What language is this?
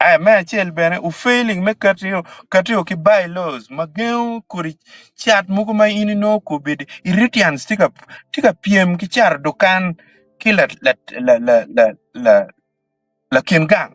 Acoli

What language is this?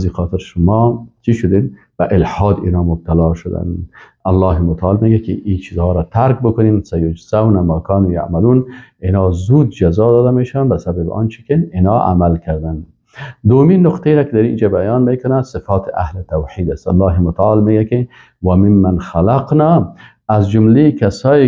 Persian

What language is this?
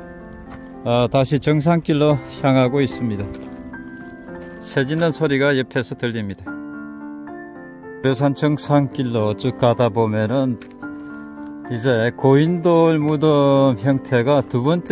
Korean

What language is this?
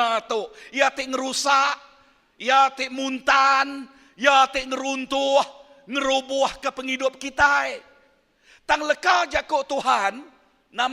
Iban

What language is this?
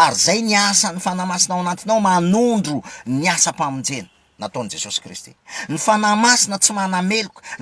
Malagasy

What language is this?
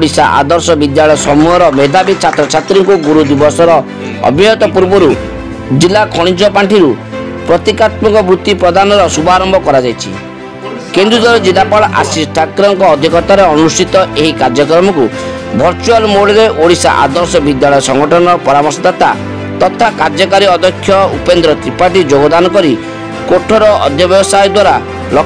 Odia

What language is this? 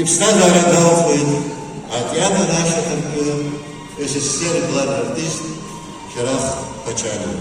Abkhazian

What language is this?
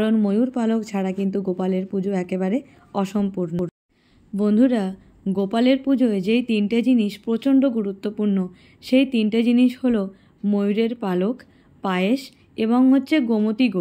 Bangla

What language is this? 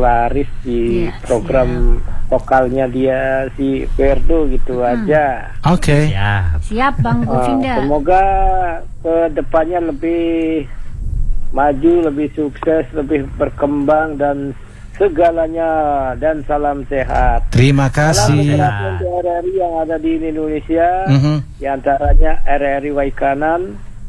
Indonesian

